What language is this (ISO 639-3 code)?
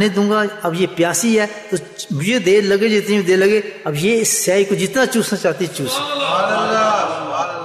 urd